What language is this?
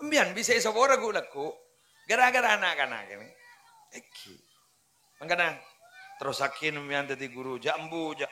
Madurese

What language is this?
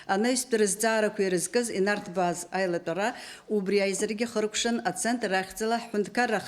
Abkhazian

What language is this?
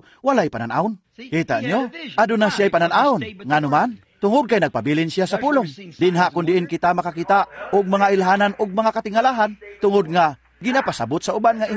Cebuano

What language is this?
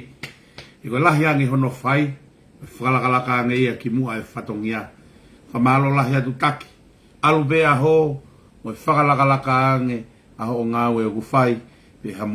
Tongan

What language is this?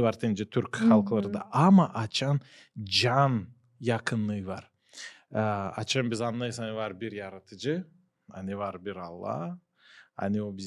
Gagauz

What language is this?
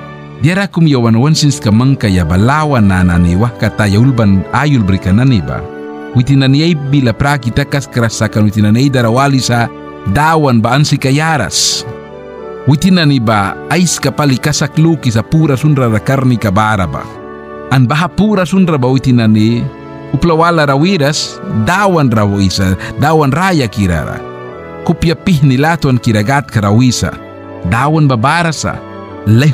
Mískito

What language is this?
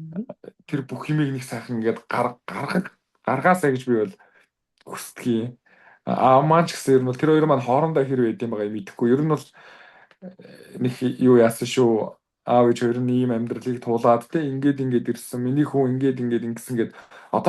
Mongolian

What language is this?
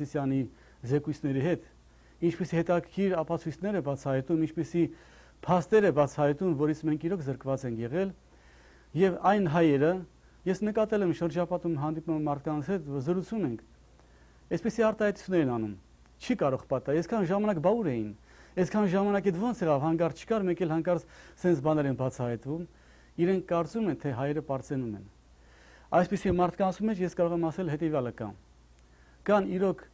Armenian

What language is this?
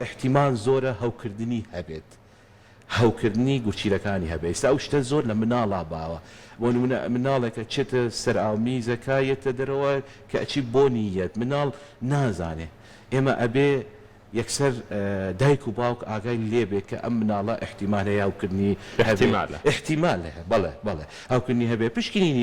Central Kurdish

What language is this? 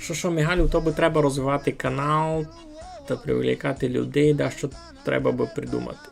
Rusyn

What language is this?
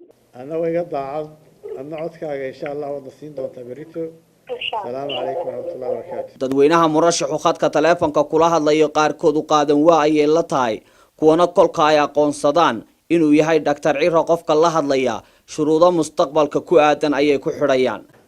Somali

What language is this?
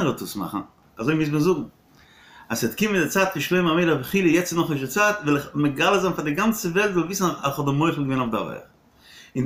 Yiddish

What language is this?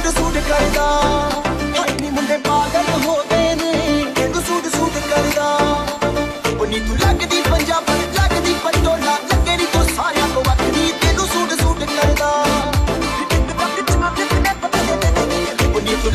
Punjabi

